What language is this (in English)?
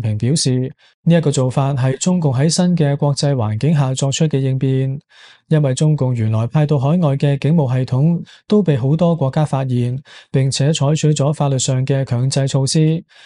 Cantonese